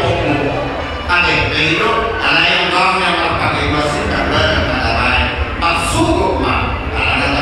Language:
Batak Toba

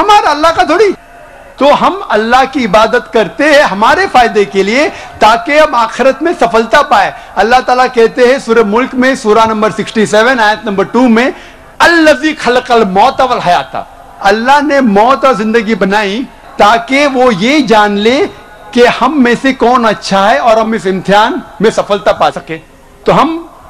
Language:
Urdu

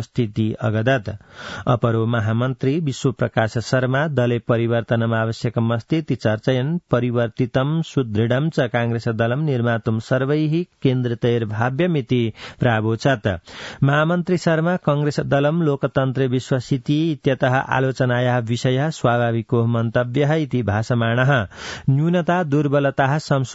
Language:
Sanskrit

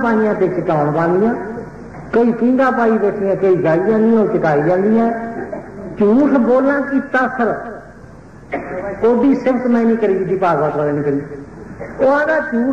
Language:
Punjabi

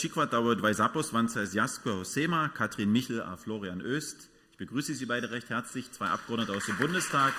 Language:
Upper Sorbian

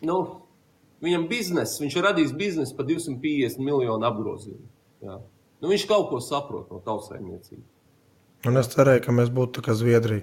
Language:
Latvian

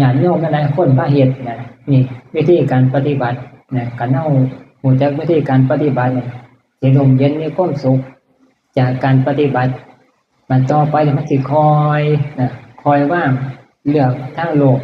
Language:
Northeastern Thai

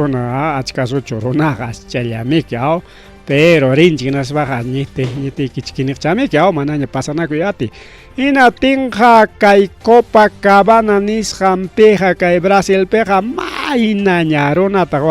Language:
Ayacucho Quechua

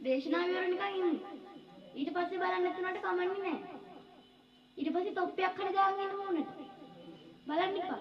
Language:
Sinhala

